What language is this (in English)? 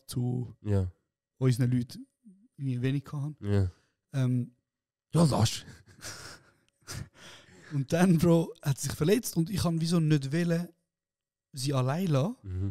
Swiss German